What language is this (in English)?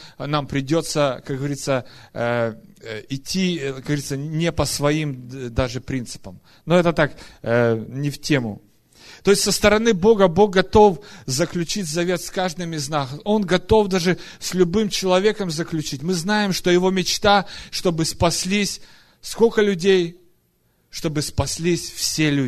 Russian